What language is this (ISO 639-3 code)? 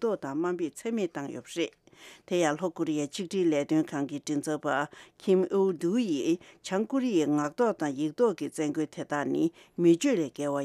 bod